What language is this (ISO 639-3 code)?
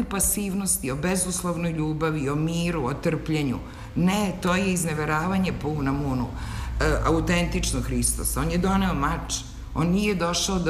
srp